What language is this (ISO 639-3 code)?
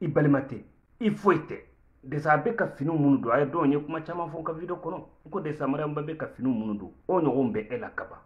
bam